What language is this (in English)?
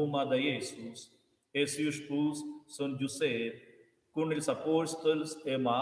Romansh